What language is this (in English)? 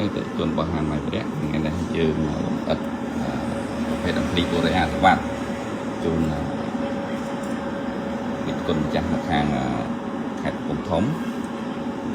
Khmer